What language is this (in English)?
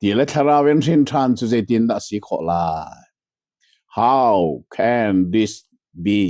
Hakha Chin